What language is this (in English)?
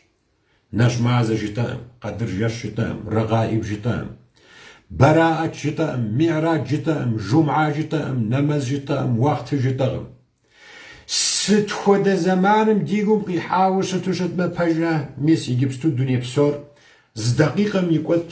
Kabardian